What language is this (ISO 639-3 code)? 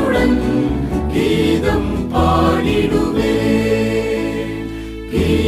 tam